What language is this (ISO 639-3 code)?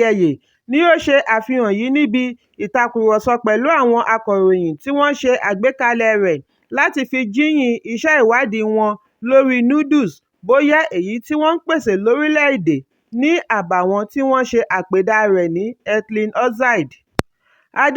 yor